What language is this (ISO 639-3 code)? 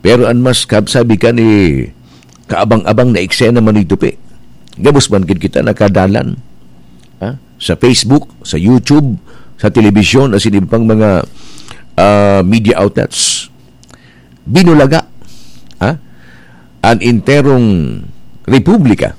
bik